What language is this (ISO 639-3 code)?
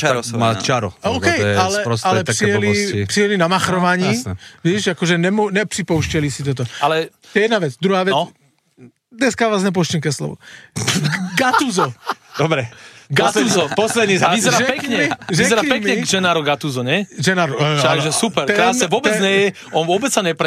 slk